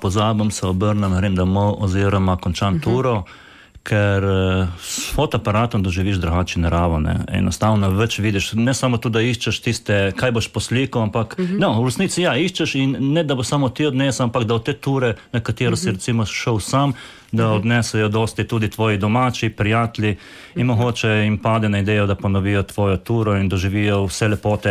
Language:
Slovenian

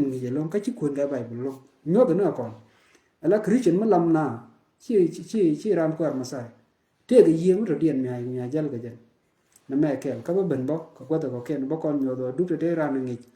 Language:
Nuer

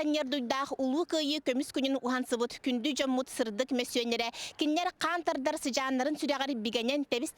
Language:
Yakut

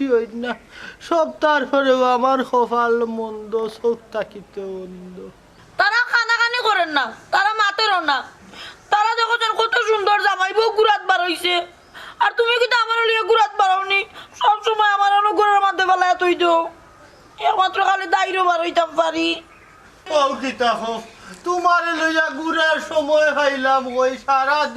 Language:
Sylheti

